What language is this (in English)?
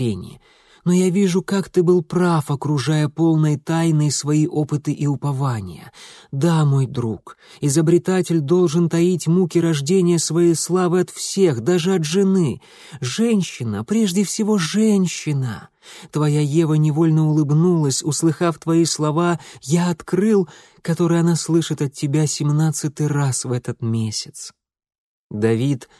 Russian